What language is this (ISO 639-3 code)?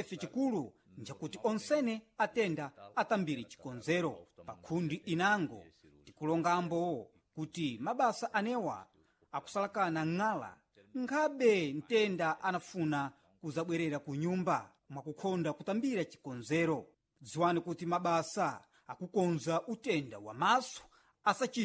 seh